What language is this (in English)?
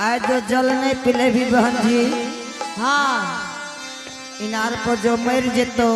Angika